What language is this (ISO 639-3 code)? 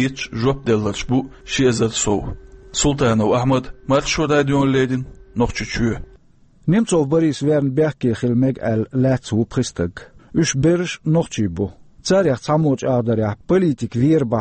che